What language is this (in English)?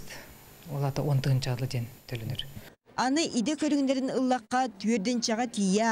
Yakut